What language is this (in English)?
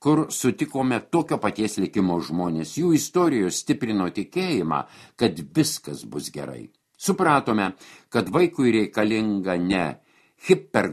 Lithuanian